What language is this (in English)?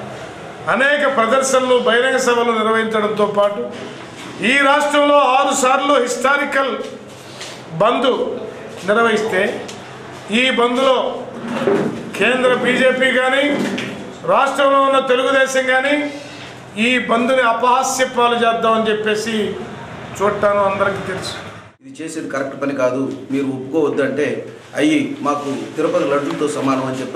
Telugu